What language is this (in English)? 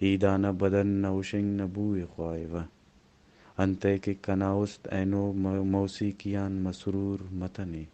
Brahui